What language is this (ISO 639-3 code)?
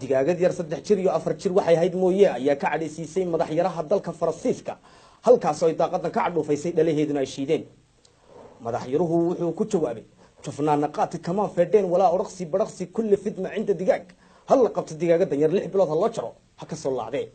som